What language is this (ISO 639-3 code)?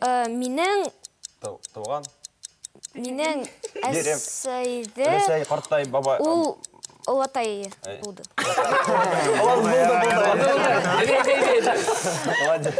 bak